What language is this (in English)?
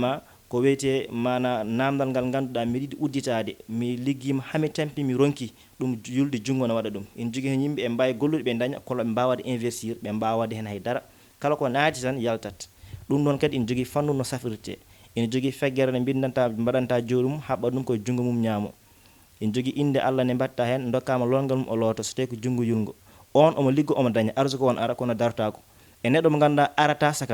Fula